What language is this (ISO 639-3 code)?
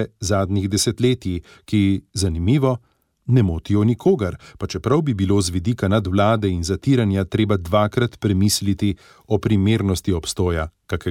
slv